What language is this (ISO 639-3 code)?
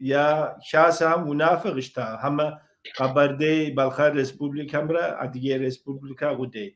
kbd